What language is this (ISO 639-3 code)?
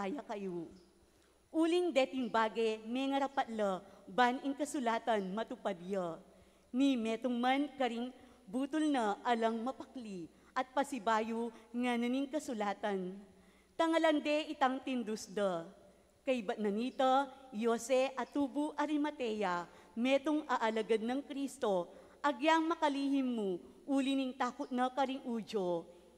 pam